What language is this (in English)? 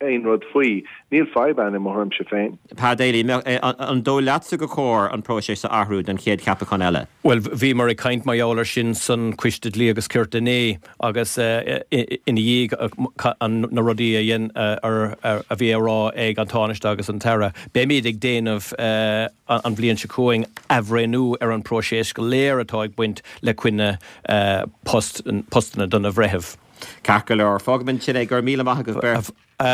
Irish